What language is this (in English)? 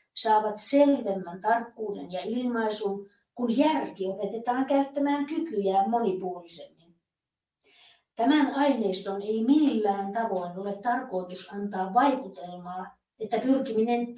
Finnish